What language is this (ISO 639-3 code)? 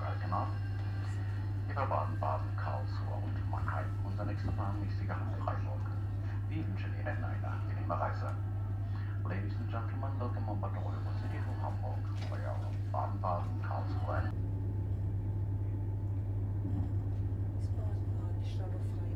deu